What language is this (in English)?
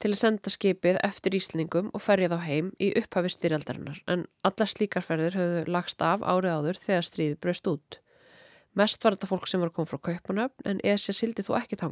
Icelandic